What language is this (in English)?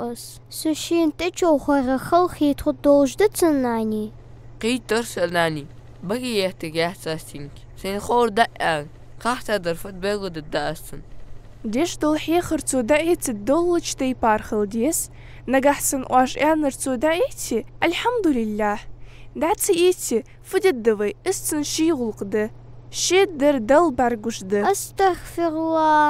Ingush